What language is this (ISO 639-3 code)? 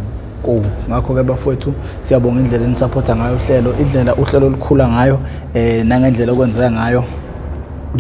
zul